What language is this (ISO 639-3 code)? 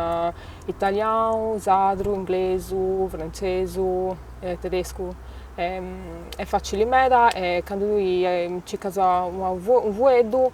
srd